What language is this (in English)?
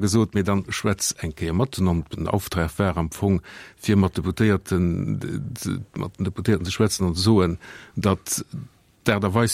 Luxembourgish